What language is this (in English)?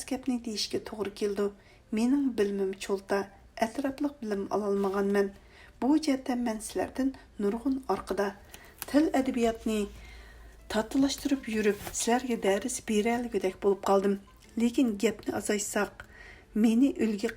Uyghur